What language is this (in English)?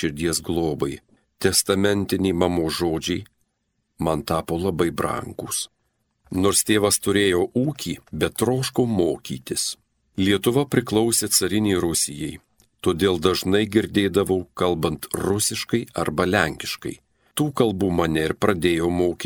Lithuanian